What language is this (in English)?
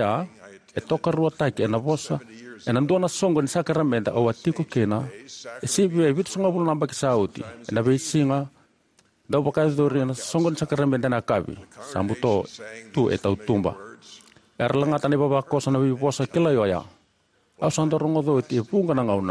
Fijian